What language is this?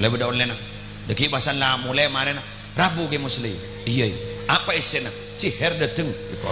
Madurese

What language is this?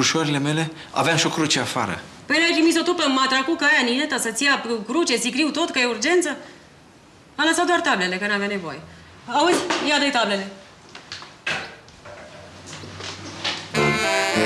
Romanian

